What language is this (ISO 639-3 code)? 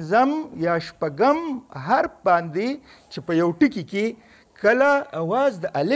pus